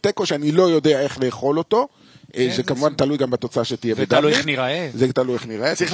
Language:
Hebrew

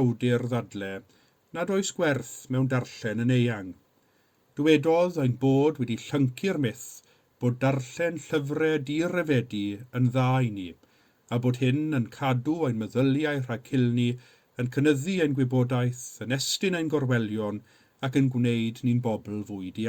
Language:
Welsh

